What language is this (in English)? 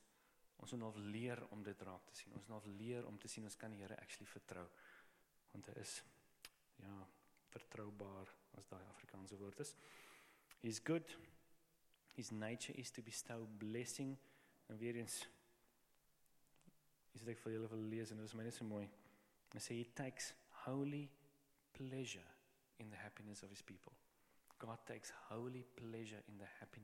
Afrikaans